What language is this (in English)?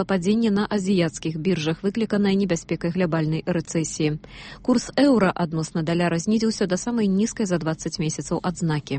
Belarusian